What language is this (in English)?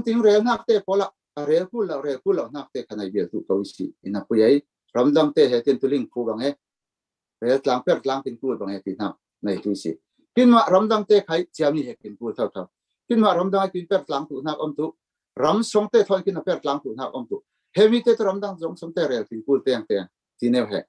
Falam Chin